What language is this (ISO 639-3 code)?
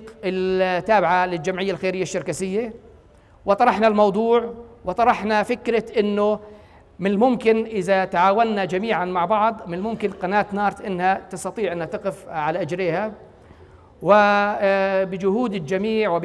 apc